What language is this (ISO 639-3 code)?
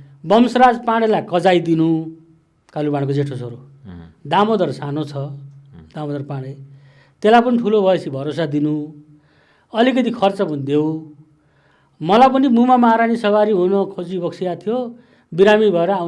nep